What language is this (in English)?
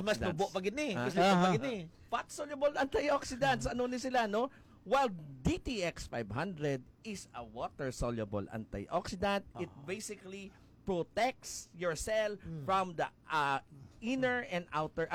Hiligaynon